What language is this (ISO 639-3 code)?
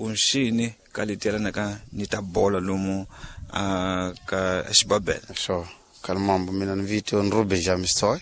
tso